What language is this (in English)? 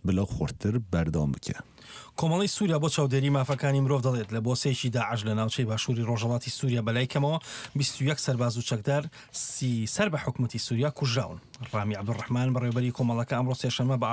Central Kurdish